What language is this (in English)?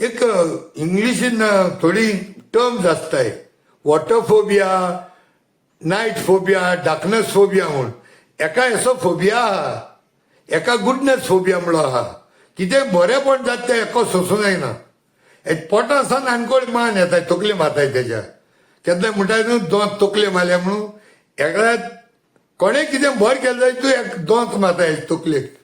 Konkani